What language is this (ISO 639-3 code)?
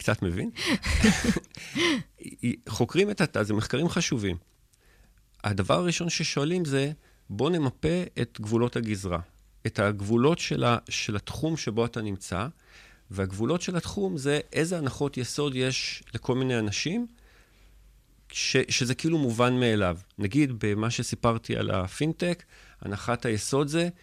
heb